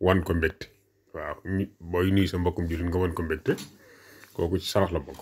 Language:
Wolof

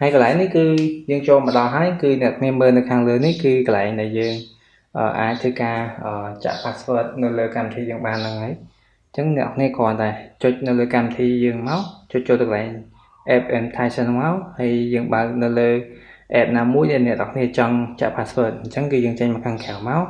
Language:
Khmer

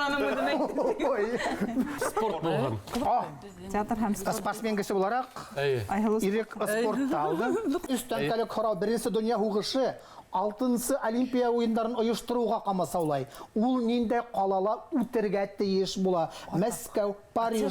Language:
Bashkir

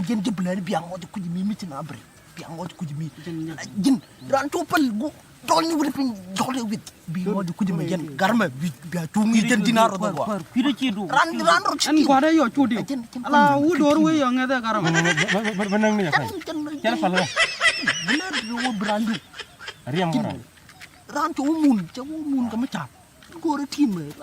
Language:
Nuer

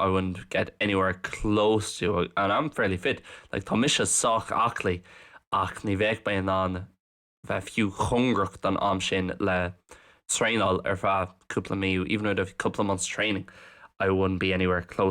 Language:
Irish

